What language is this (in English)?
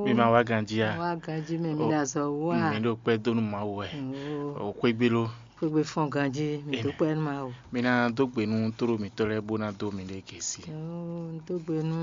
Fon